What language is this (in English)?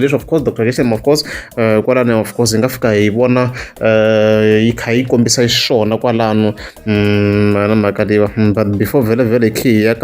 Tsonga